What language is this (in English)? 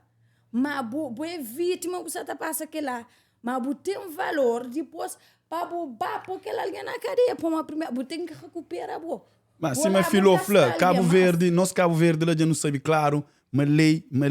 Kabuverdianu